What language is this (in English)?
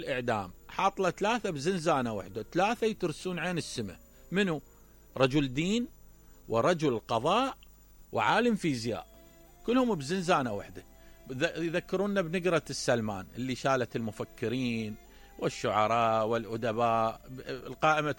Mesopotamian Arabic